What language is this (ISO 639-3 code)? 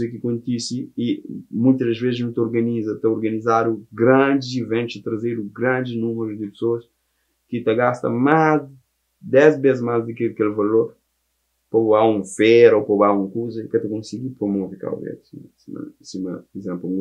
kea